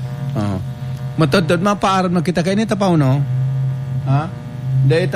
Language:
Bikol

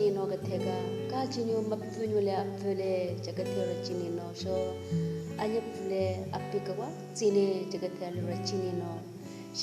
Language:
Southern Rengma Naga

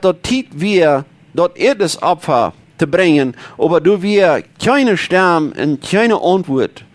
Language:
Plautdietsch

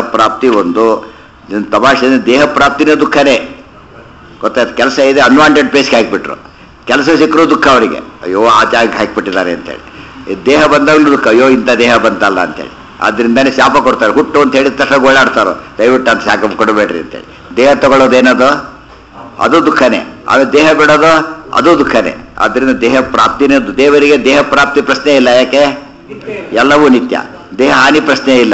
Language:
Kannada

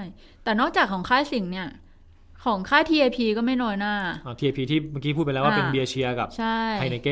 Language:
Thai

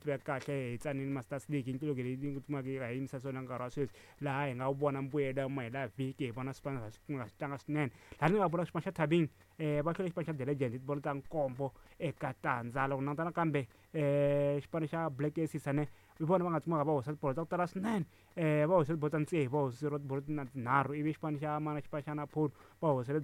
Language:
Tsonga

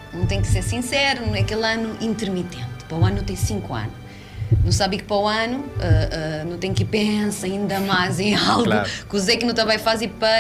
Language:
Kabuverdianu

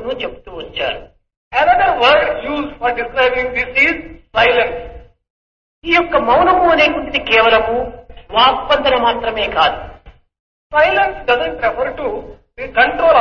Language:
Telugu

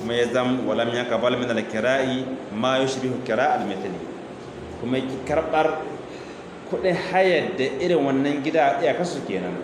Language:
Hausa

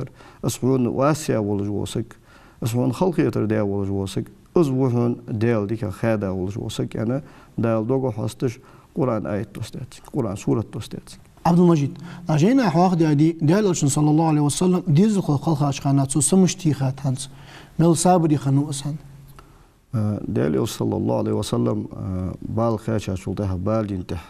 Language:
Ingush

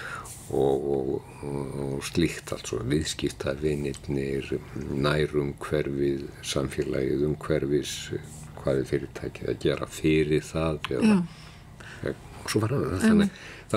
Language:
Icelandic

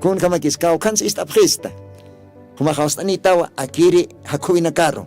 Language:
Aymara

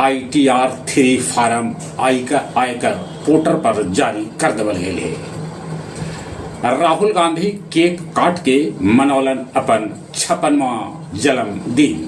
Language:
Magahi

